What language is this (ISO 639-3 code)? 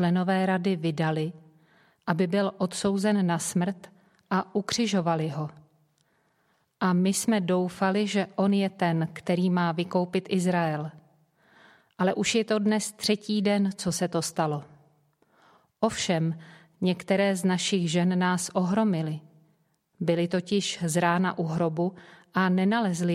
ces